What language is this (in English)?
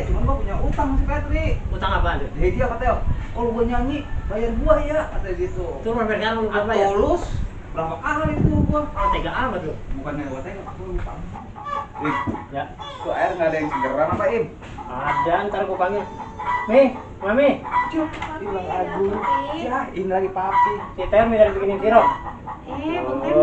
Betawi